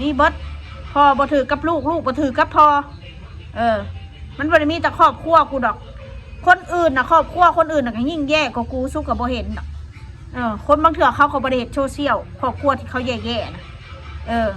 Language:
Northeastern Thai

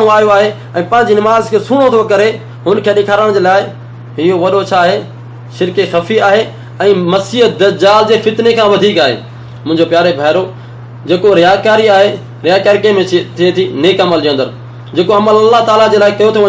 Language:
Sindhi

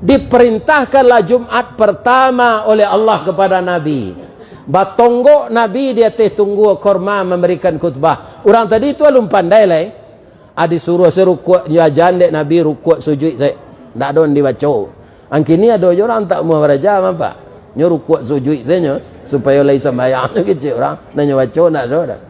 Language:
Minangkabau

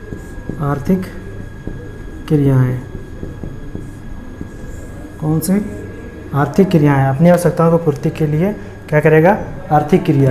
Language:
Hindi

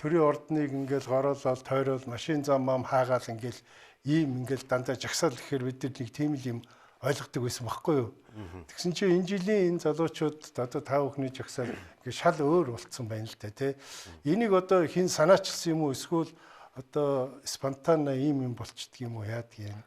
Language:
Mongolian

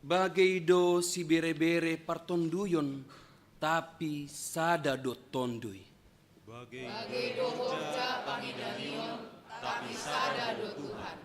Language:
Batak Simalungun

